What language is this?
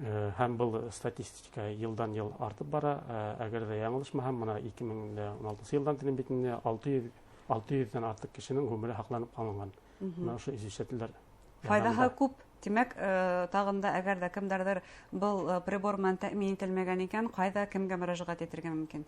Bashkir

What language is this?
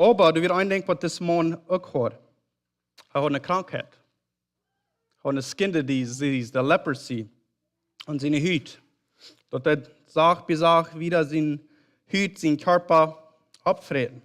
Plautdietsch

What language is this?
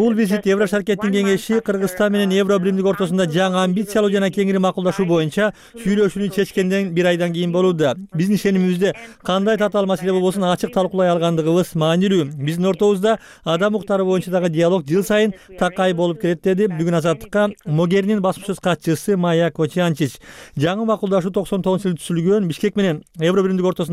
Kyrgyz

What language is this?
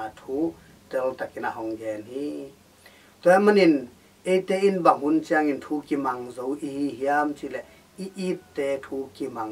Tedim Chin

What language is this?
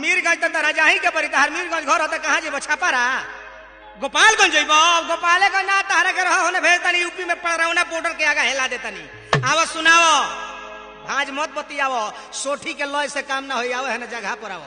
Bhojpuri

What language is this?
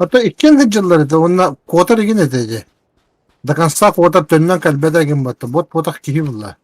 Yakut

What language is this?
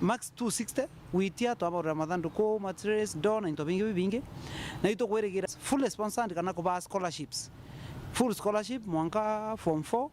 Meru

